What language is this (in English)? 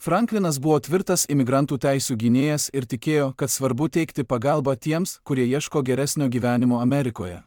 Lithuanian